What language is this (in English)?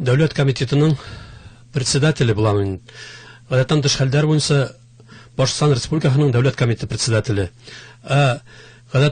Bashkir